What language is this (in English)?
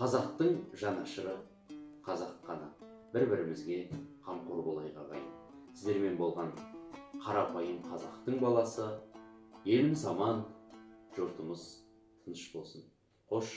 Kazakh